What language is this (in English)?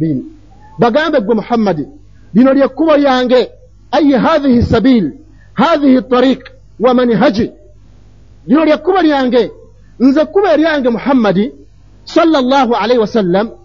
Ganda